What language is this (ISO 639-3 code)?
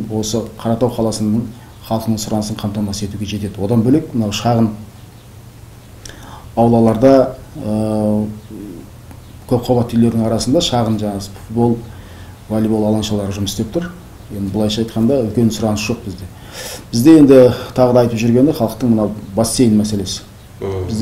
kaz